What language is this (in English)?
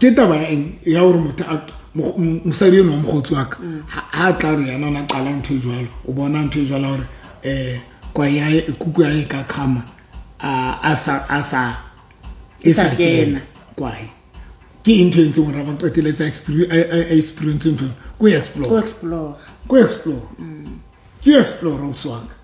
Southern Sotho